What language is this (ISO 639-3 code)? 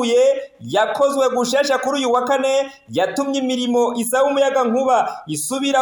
run